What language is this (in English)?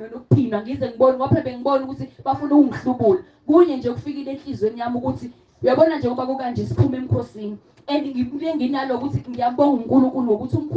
Zulu